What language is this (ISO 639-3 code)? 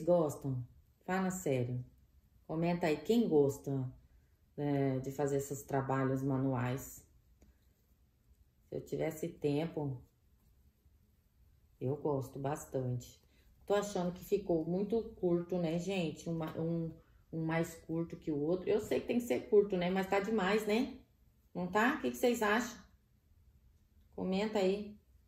por